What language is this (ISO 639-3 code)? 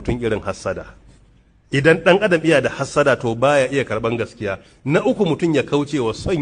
hau